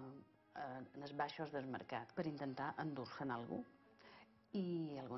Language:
Catalan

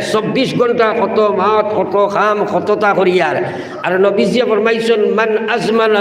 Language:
Sylheti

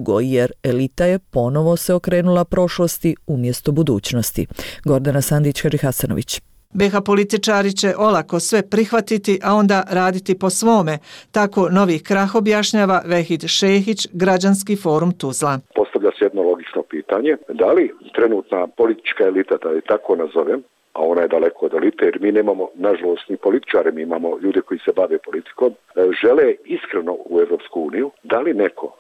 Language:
Bosnian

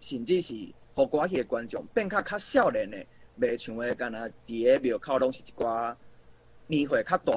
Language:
Min Nan Chinese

